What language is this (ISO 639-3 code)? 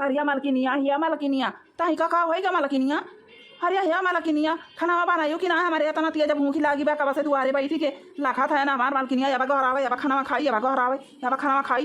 awa